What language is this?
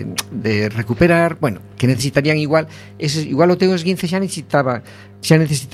Galician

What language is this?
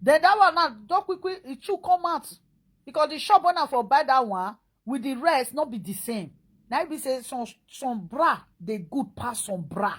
Nigerian Pidgin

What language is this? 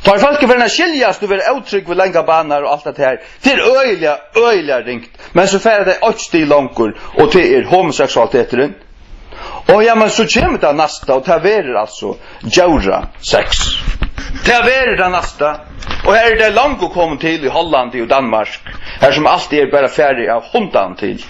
Faroese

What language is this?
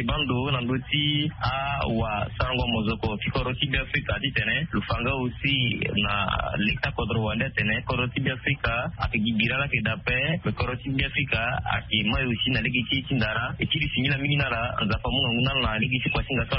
Sango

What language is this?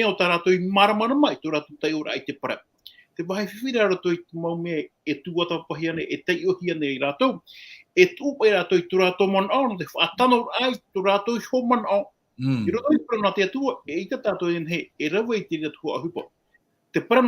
Tahitian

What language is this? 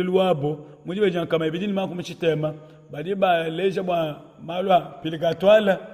Luba-Lulua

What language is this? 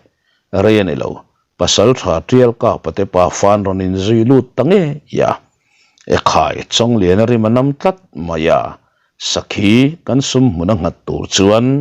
Mizo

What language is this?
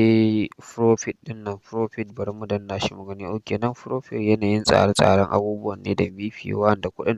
Hausa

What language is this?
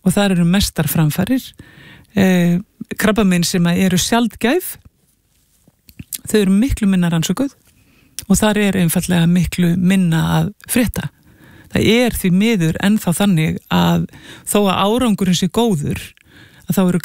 Icelandic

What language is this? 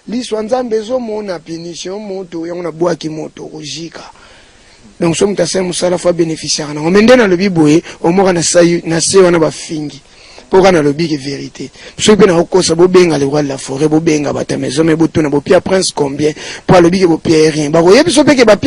Lingala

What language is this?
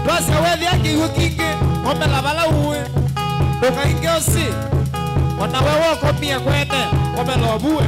Kamba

